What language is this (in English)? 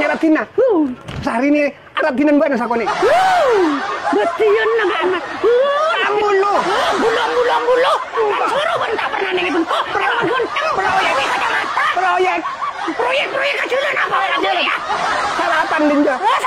Madurese